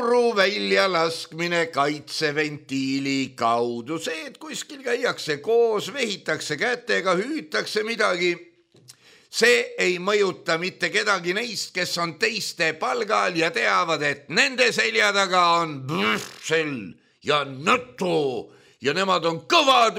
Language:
Estonian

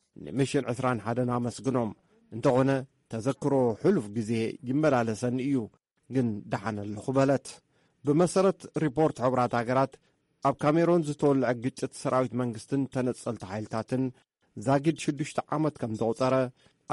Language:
Tigrinya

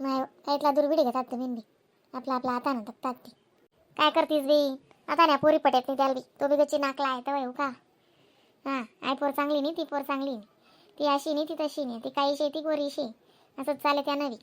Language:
Khandesi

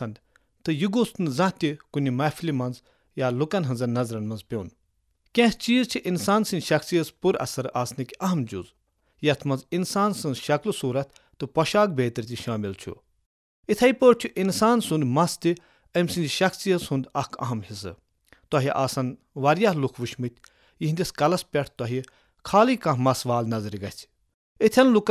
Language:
Kashmiri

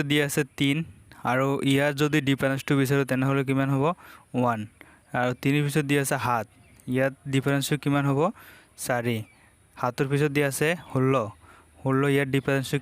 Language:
Assamese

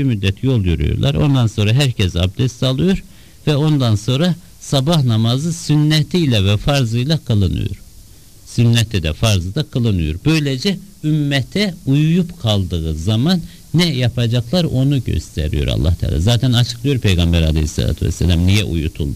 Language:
Turkish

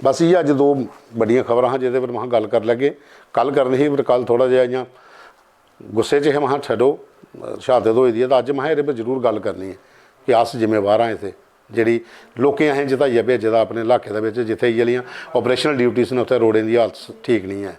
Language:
Dogri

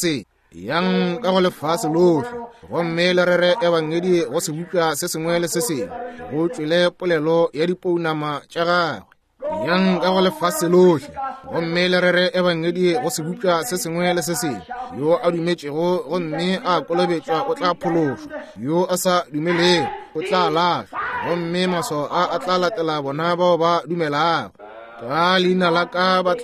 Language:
Northern Sotho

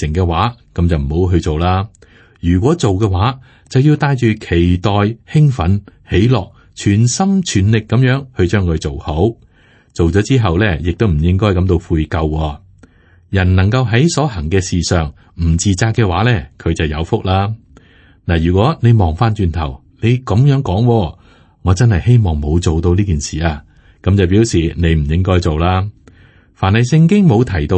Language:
Cantonese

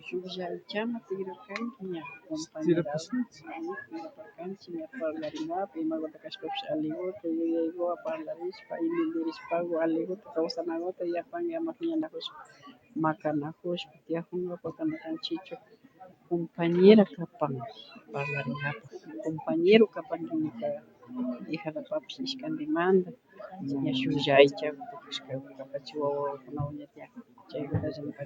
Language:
Imbabura Highland Quichua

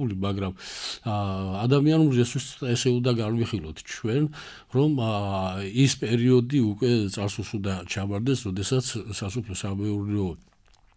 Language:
Georgian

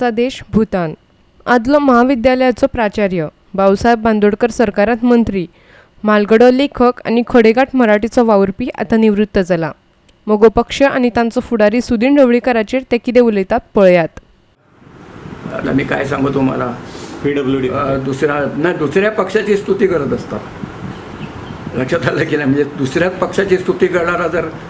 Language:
Konkani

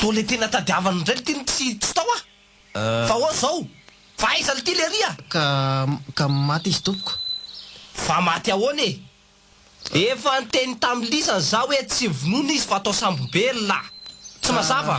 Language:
Malagasy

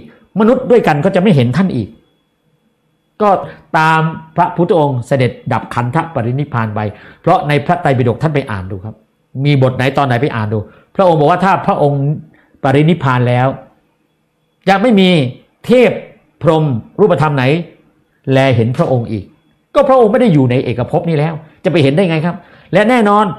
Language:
Thai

